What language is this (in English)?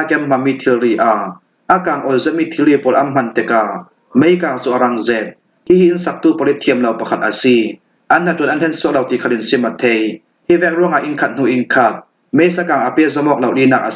Falam Chin